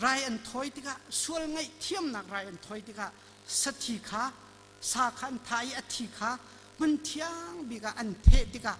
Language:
Hakha Chin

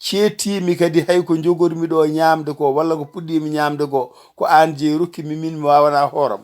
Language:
Fula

